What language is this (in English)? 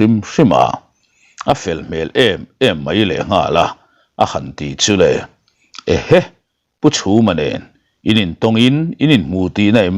Mizo